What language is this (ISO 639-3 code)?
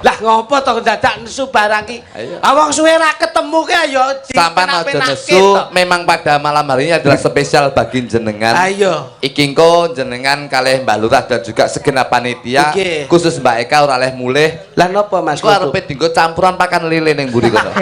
jav